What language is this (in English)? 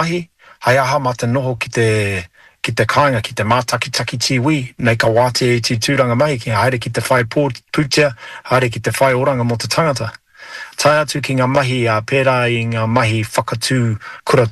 Māori